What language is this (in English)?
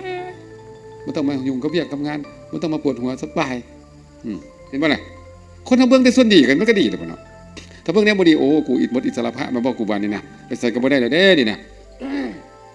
Lao